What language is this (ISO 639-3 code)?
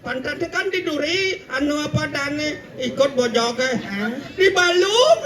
ban